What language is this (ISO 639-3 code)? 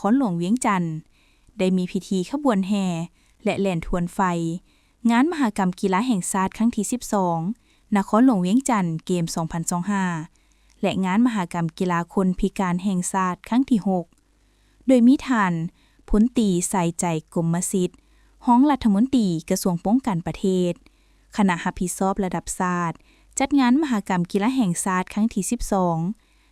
lao